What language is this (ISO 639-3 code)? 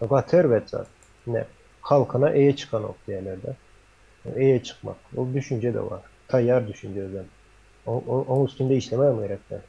tuk